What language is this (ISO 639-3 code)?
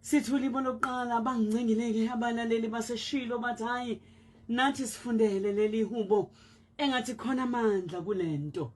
zul